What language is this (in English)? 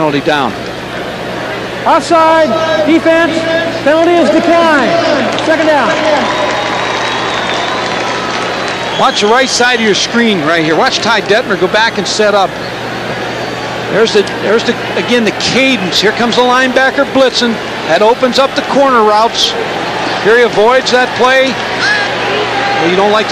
English